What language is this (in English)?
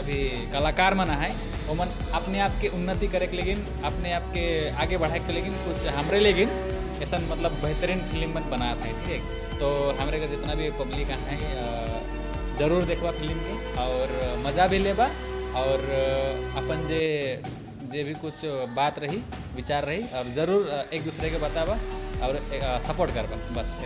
Sadri